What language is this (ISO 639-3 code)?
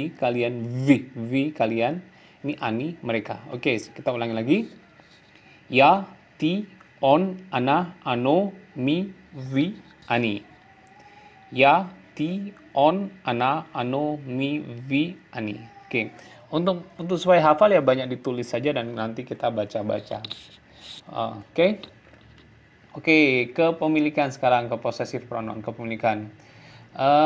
ind